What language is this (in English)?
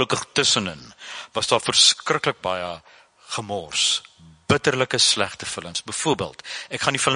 Afrikaans